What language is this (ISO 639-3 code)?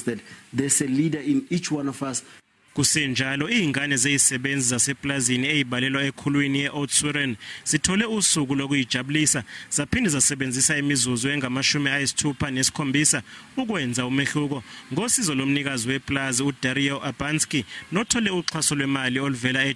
zul